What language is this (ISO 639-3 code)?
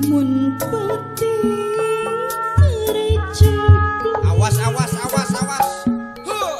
sun